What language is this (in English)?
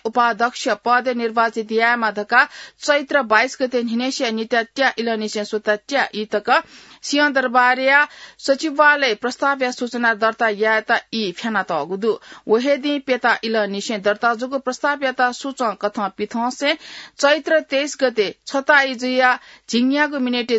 Newari